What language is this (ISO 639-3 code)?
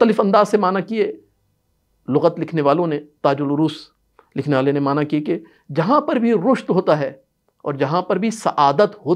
urd